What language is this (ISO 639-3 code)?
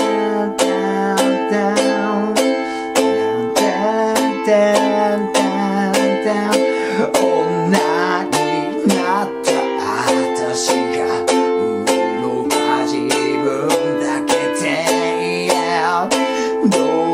jpn